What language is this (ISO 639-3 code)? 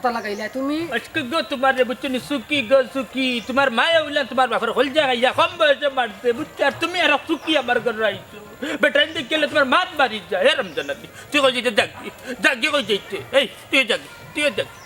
syl